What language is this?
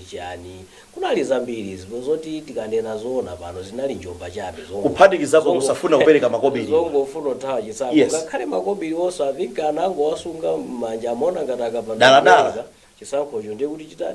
Nyanja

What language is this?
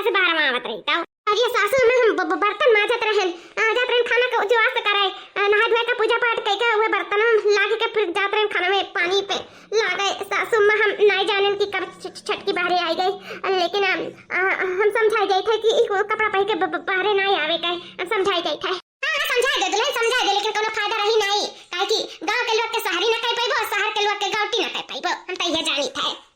Awadhi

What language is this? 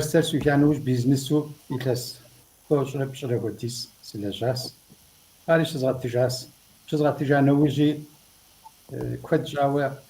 Kabardian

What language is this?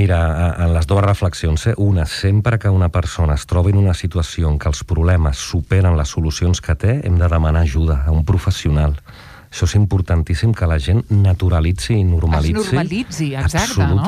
Catalan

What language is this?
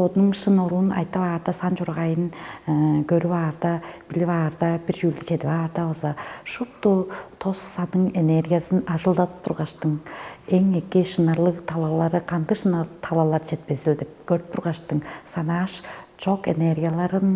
Tuvinian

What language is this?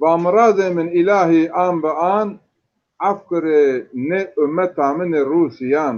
Zaza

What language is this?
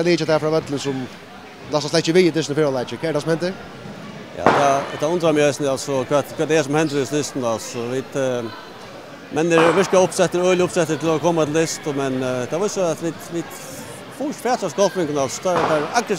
Faroese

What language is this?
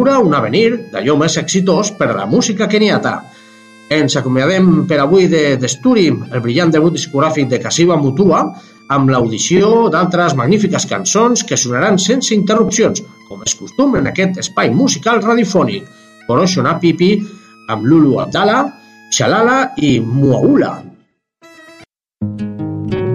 Catalan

